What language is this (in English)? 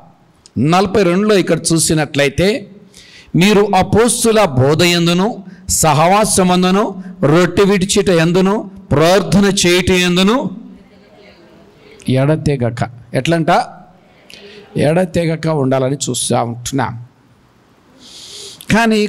Telugu